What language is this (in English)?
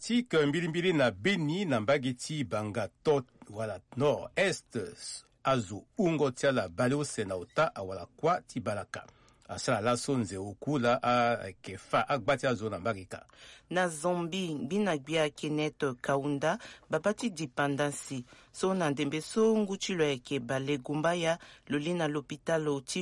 Sango